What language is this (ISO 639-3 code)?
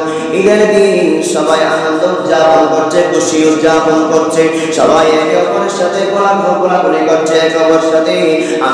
ben